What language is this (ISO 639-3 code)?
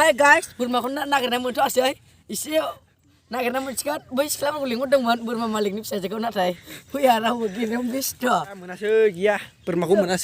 brx